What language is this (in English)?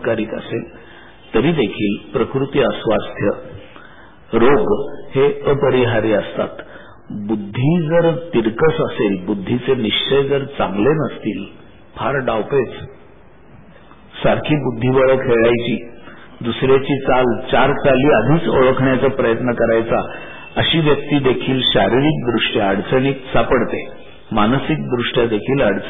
Marathi